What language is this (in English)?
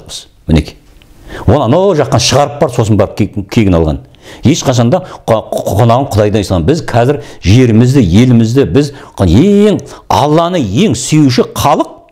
Kazakh